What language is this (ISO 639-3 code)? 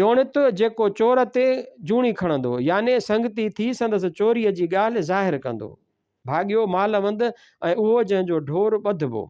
snd